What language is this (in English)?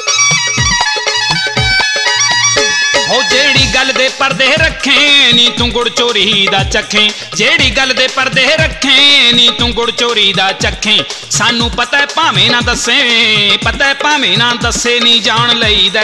Punjabi